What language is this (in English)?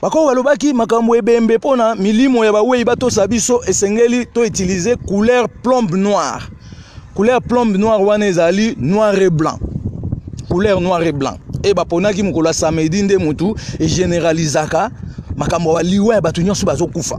Lingala